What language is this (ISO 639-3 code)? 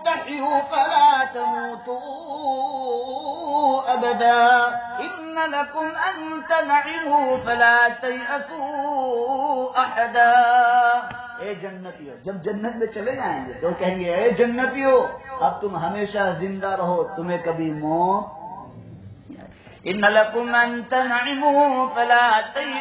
urd